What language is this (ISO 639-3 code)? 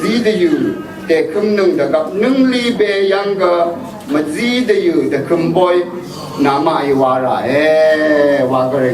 raw